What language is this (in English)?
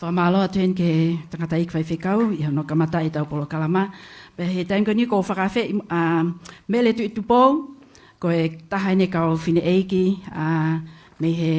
Tongan